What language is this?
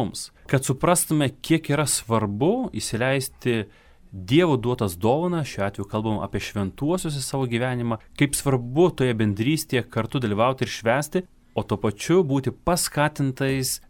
Lithuanian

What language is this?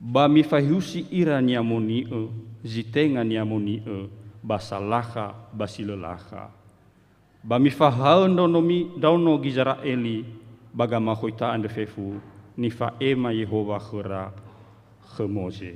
Nias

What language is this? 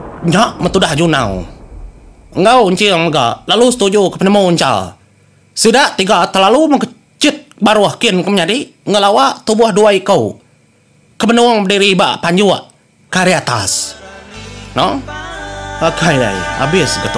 Iban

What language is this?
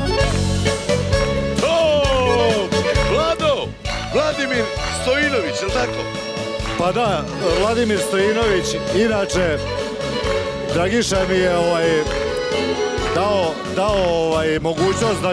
Serbian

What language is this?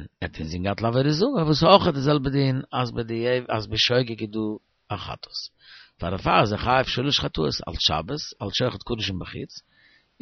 Yiddish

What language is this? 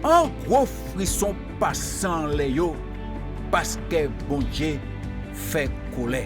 Guadeloupean Creole French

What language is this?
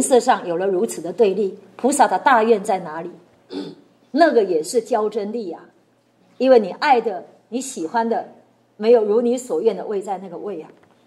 Chinese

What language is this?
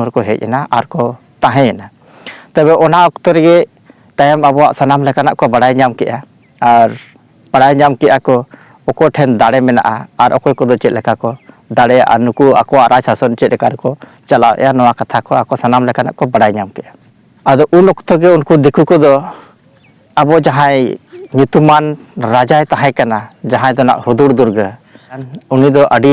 Santali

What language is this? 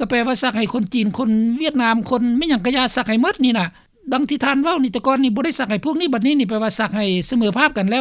Lao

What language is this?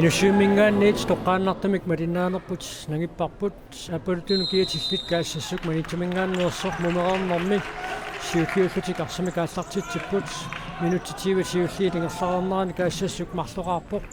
Kalaallisut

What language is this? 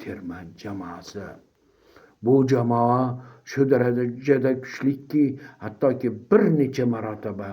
Uzbek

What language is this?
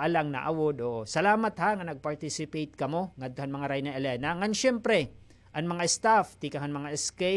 Waray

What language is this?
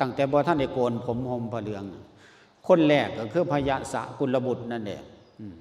Lao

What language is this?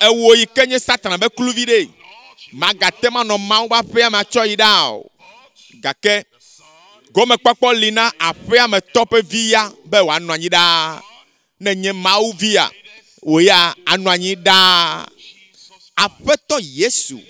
Ewe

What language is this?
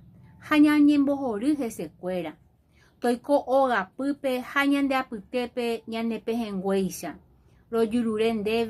Guarani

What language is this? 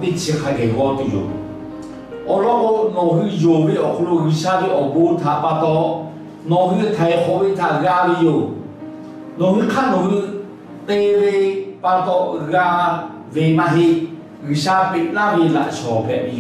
Lahu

